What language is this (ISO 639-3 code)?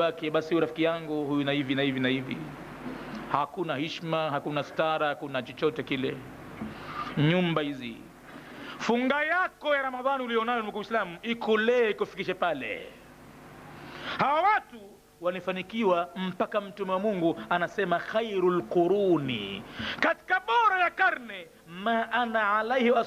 swa